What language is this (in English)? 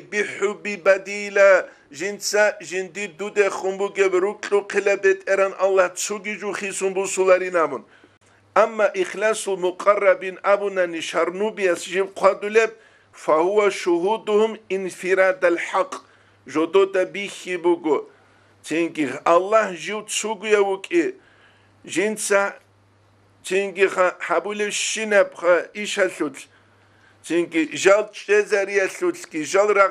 Avaric